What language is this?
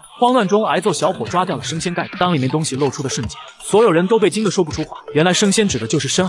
Chinese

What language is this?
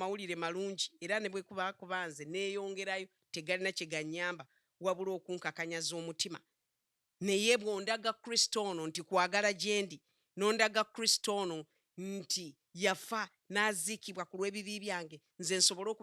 Ganda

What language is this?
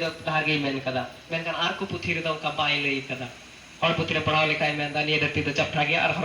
Santali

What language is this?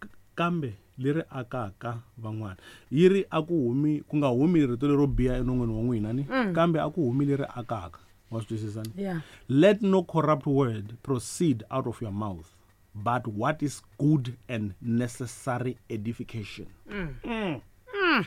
Tsonga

